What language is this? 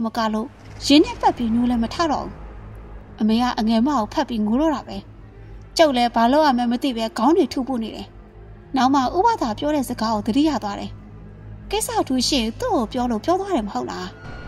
Burmese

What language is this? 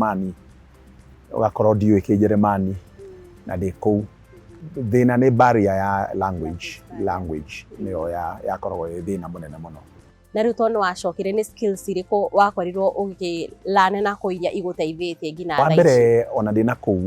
Kikuyu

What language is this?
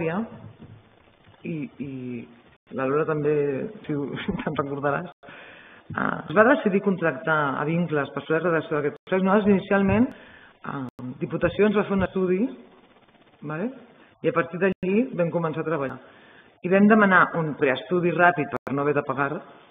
Catalan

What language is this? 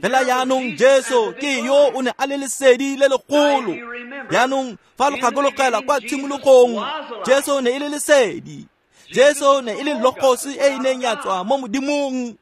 Tswana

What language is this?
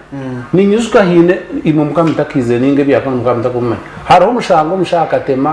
Nyankole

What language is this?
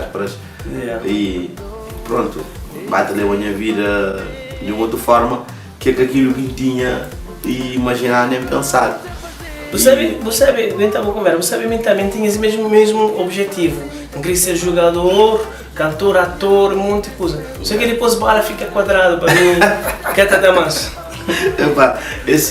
Kabuverdianu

